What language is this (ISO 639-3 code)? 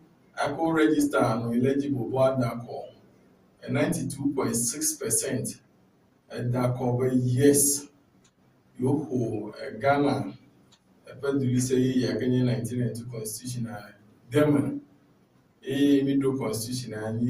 ewe